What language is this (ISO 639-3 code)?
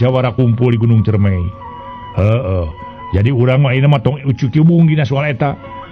sun